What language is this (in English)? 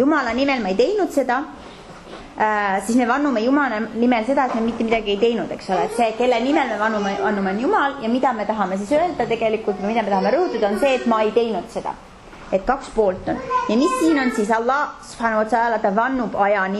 Estonian